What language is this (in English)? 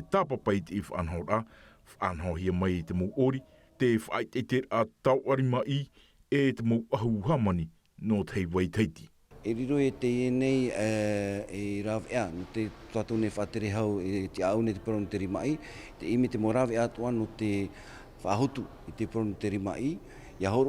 Tahitian